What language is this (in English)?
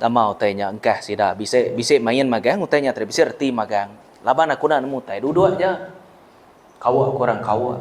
Iban